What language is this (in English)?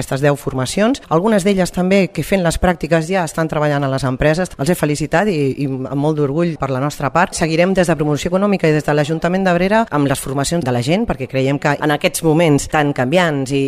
Catalan